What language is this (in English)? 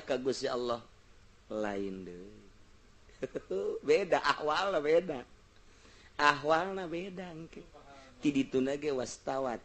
Sundanese